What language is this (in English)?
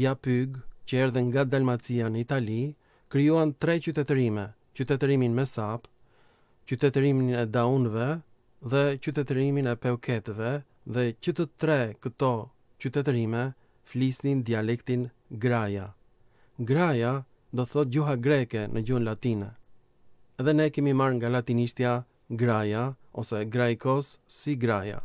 Albanian